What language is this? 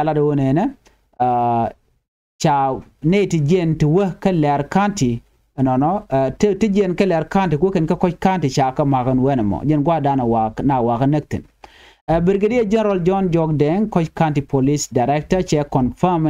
Nuer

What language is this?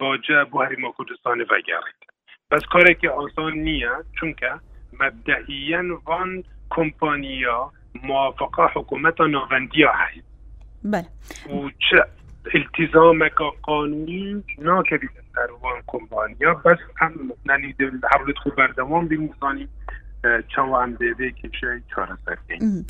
Kurdish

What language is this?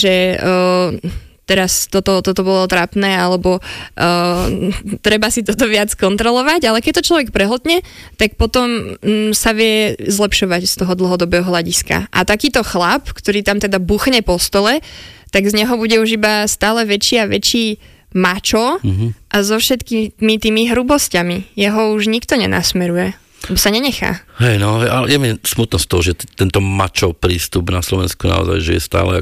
Slovak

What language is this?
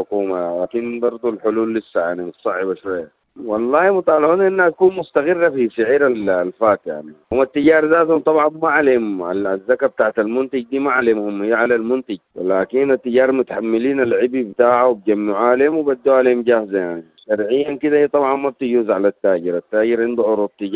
Sudanese Arabic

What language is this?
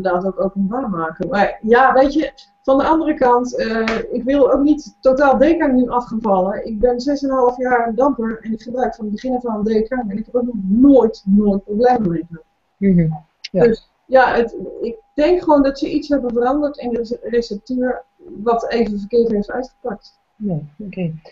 Dutch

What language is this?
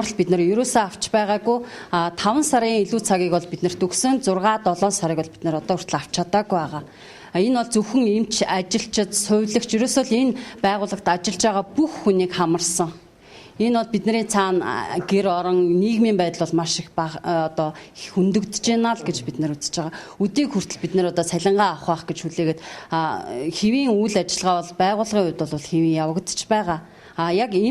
Mongolian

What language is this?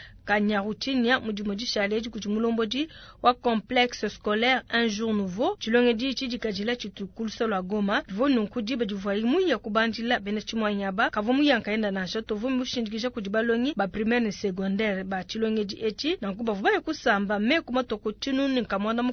Luba-Lulua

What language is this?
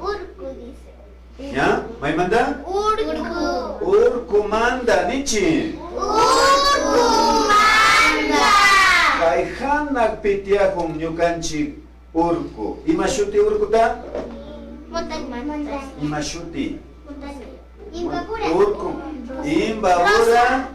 Imbabura Highland Quichua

